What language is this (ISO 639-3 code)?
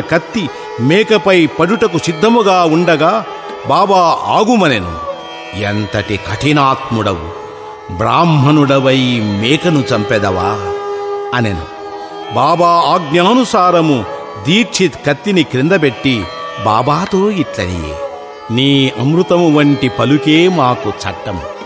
tel